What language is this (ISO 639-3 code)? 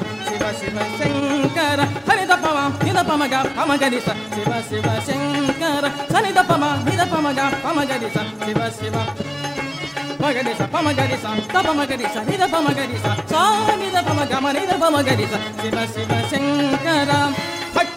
tel